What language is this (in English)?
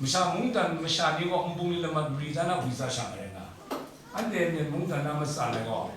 Kachin